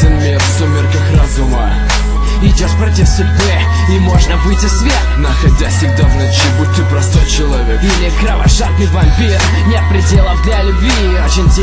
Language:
Russian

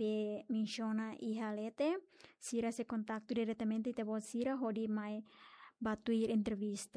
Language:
Tetum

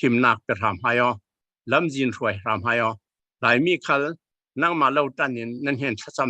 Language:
Falam Chin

